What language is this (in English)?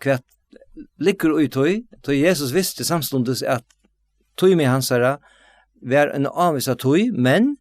Faroese